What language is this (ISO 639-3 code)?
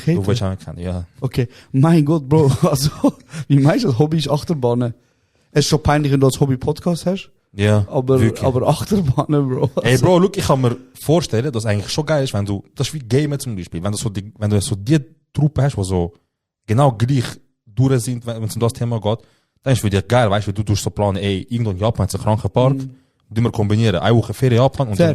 gsw